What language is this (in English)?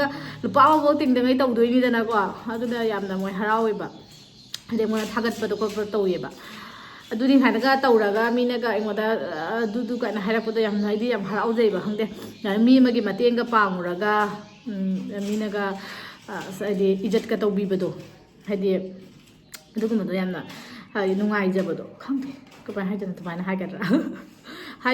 Manipuri